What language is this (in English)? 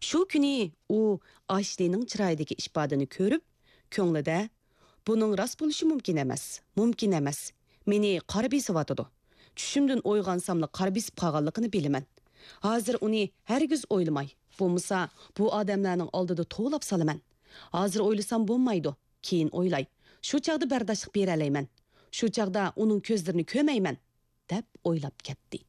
Uyghur